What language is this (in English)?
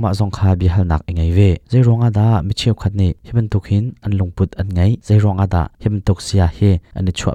Hakha Chin